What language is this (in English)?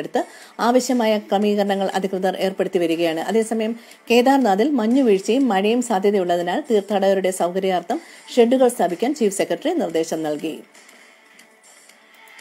Malayalam